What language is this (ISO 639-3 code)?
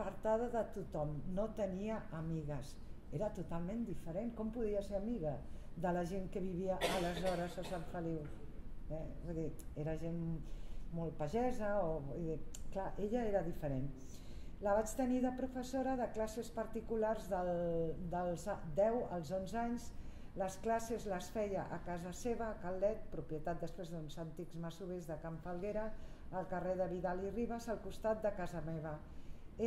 cat